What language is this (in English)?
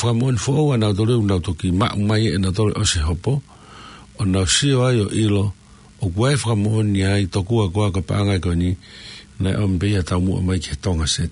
Tongan